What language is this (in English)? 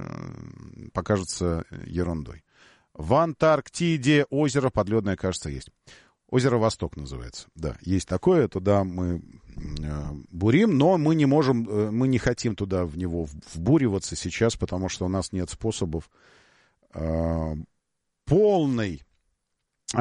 Russian